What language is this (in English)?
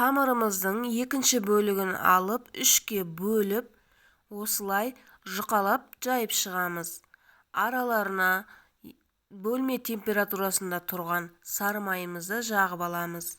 Kazakh